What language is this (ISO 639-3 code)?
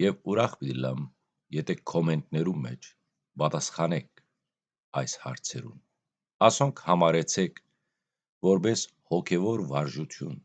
hyw